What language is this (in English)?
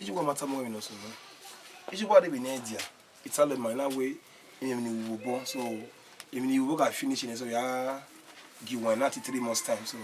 Bini